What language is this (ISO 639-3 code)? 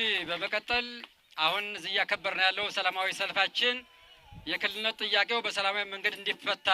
amh